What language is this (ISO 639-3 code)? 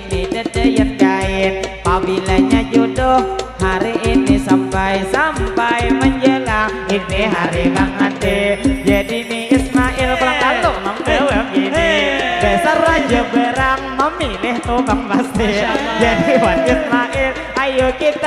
bjn